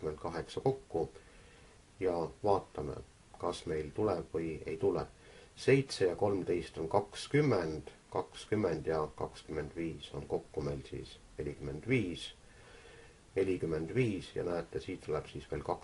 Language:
Estonian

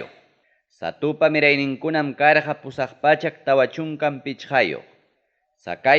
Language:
Ayacucho Quechua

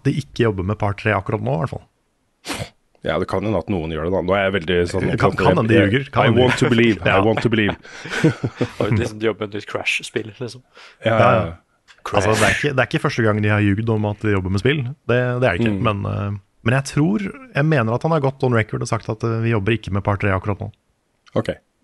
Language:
Norwegian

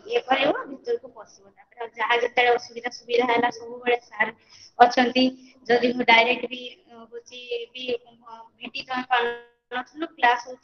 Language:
Odia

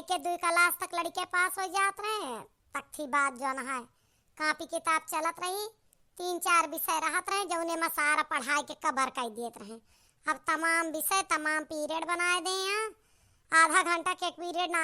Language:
Awadhi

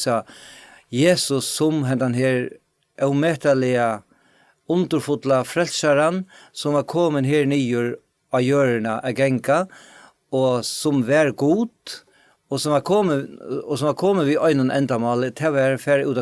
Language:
Faroese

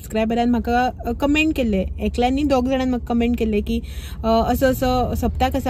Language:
Konkani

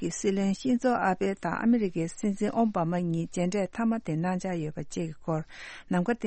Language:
Tibetan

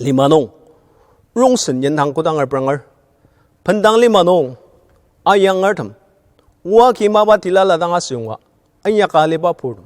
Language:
Ao Naga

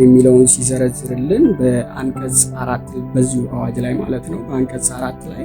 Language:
Amharic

